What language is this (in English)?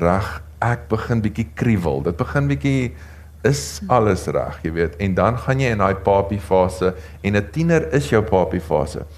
Afrikaans